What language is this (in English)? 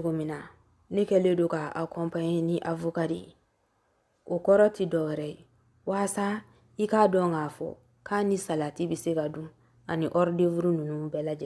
Bambara